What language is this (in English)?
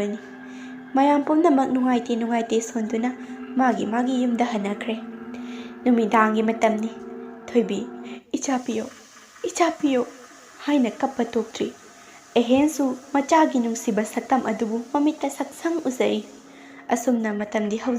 Manipuri